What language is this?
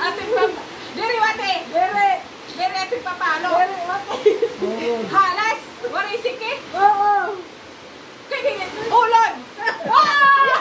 Waray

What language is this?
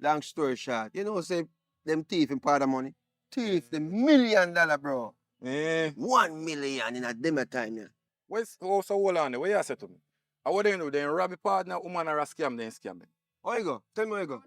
Jamaican Creole English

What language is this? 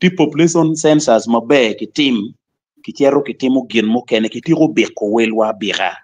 Acoli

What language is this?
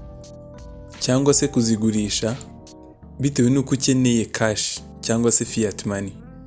Kinyarwanda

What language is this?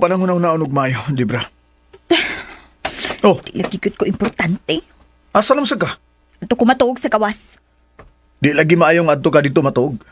Cebuano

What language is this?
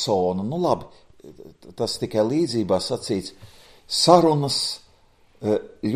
Latvian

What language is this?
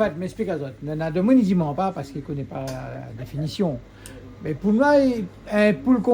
Réunion Creole French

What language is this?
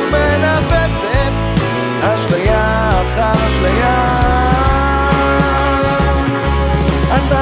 Hebrew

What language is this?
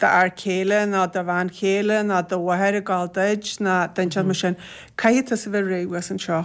Irish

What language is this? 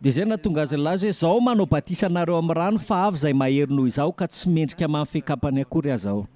Malagasy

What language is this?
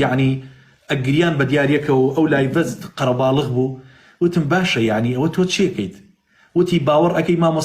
Central Kurdish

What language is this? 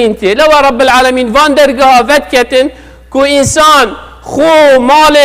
Kurdish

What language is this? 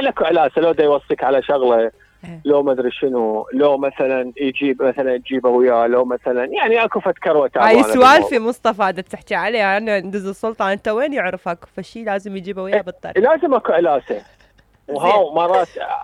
Mesopotamian Arabic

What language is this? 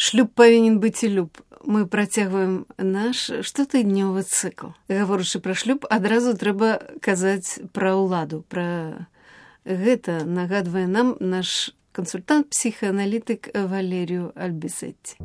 Belarusian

